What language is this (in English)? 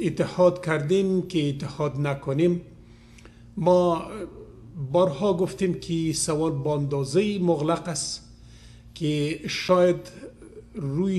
Persian